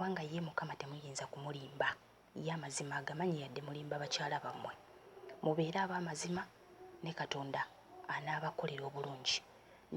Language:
Ganda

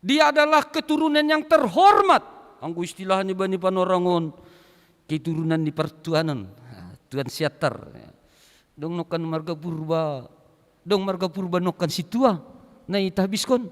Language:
Batak Simalungun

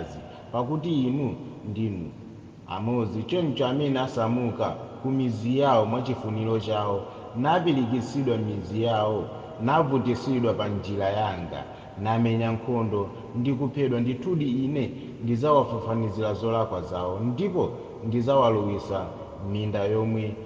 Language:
Nyanja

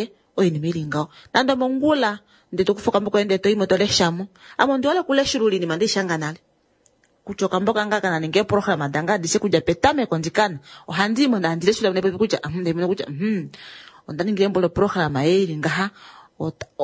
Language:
Kuanyama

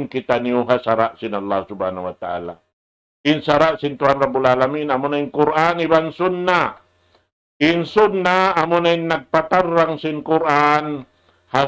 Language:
Tausug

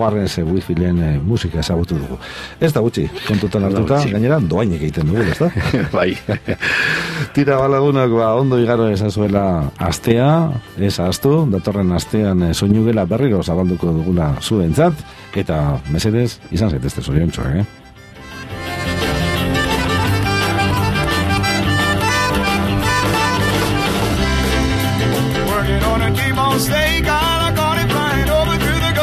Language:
Basque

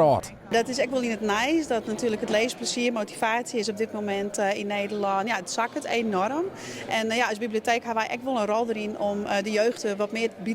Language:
Western Frisian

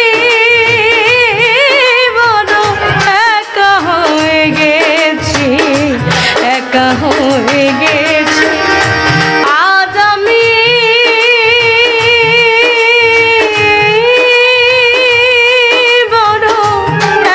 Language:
Bangla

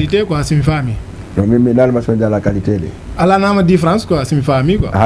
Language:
Fula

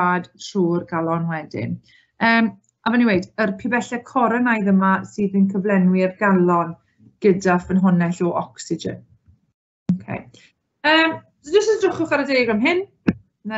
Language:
Welsh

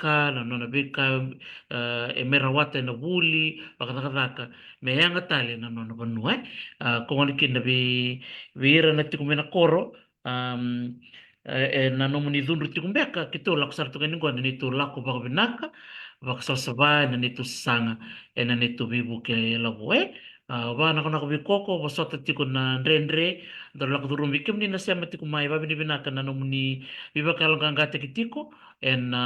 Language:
Fijian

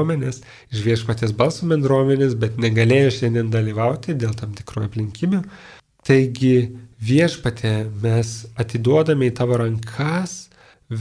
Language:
Lithuanian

